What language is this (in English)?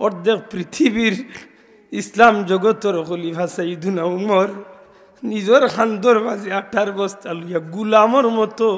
Sylheti